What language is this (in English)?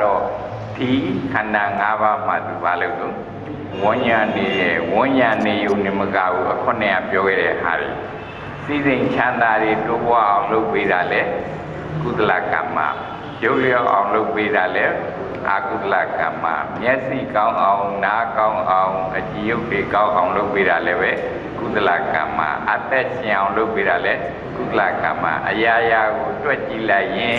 Burmese